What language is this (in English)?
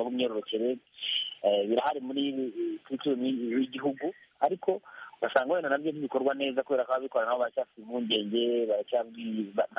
Kinyarwanda